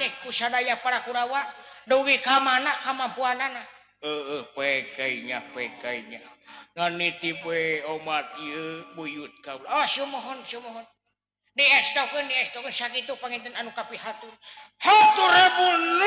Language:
Sundanese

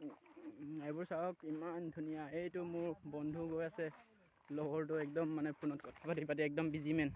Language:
Assamese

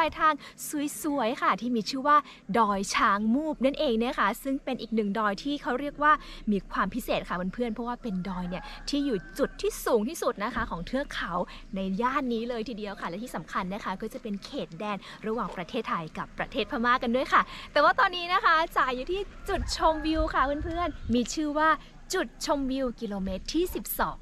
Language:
Thai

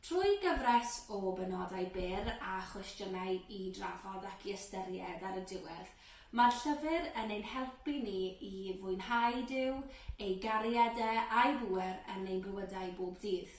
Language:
Welsh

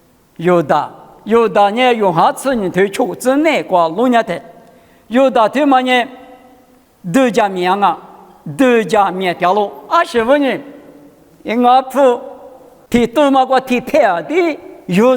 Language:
Lisu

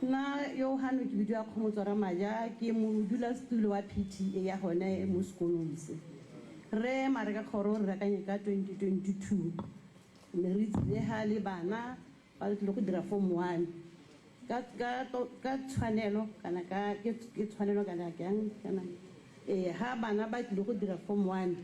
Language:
Tswana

